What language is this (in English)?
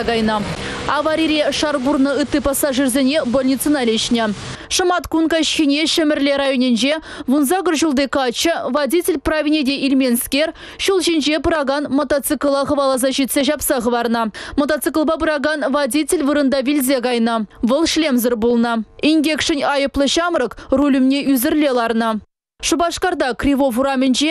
Chuvash